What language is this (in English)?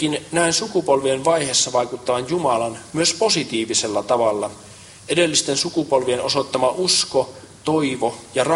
Finnish